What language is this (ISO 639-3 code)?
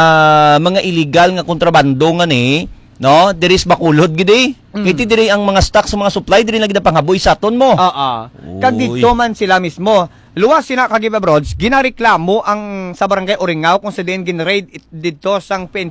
hil